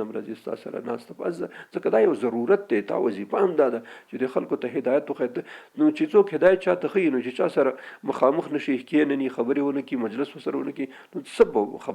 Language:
Pashto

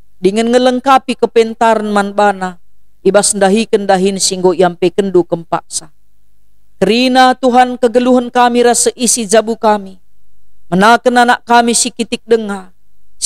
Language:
Batak Karo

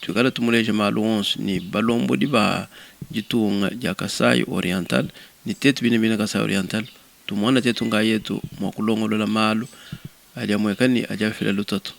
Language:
Luba-Lulua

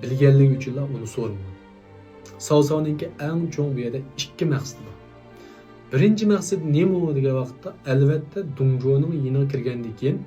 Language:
Uyghur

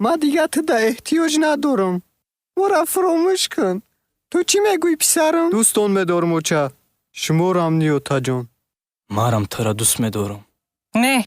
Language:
Tajik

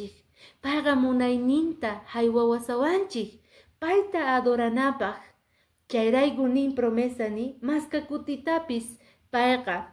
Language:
Quechua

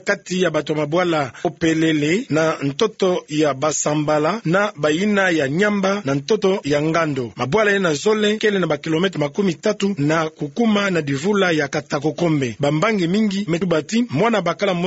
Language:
Kituba (Democratic Republic of Congo)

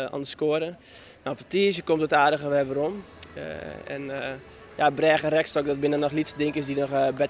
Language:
Western Frisian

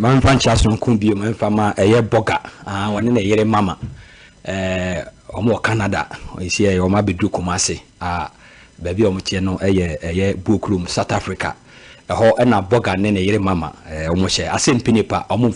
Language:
Akan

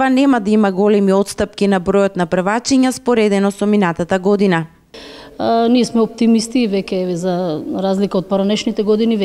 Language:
Macedonian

